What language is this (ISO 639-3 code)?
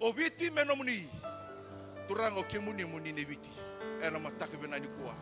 fij